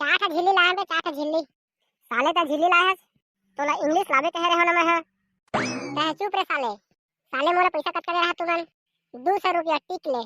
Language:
Chhattisgarhi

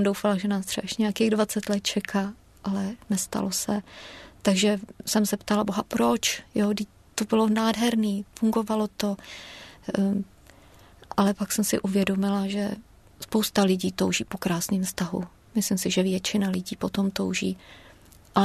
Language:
Czech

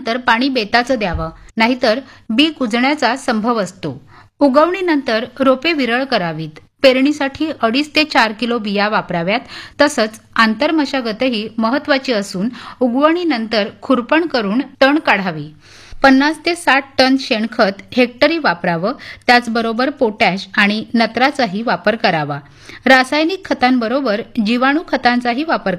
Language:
Marathi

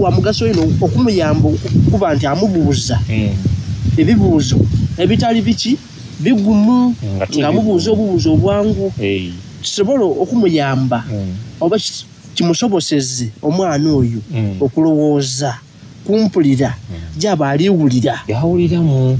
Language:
Soga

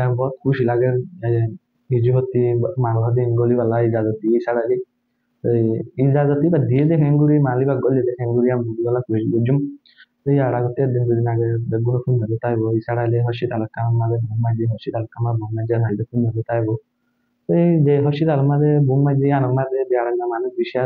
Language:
Rohingya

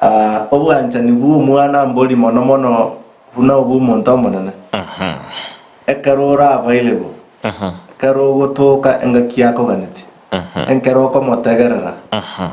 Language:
Gusii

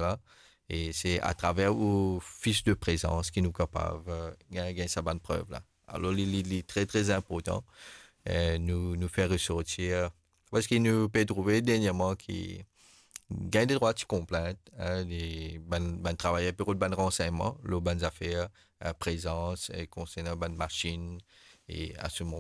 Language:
Morisyen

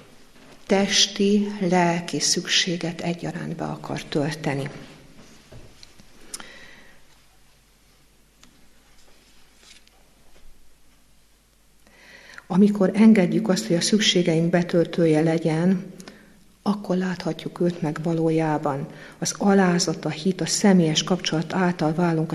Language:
Hungarian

